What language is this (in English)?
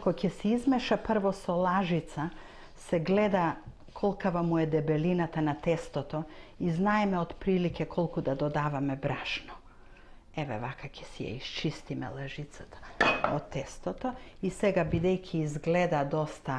Macedonian